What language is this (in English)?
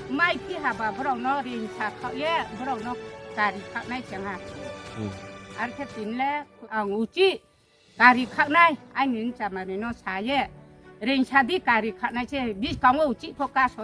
Riang (India)